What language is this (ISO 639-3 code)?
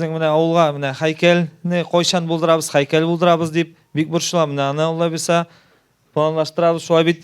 tat